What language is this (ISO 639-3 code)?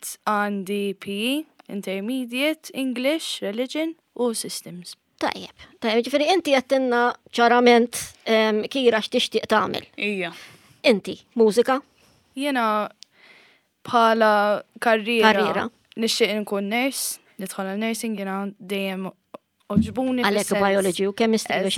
mlt